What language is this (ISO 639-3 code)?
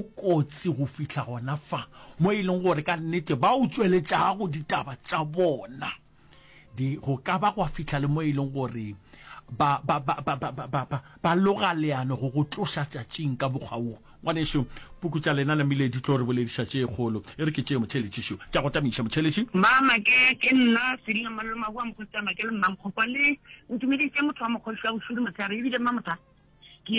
nso